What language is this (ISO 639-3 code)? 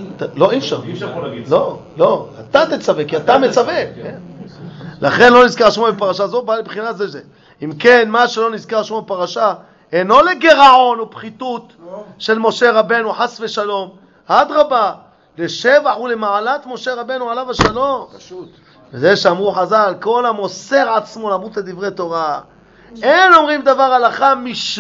heb